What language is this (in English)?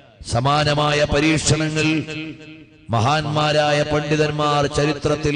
Malayalam